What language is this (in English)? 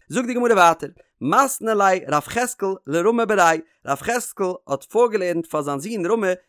Yiddish